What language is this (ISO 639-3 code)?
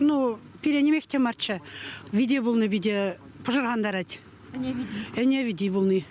chv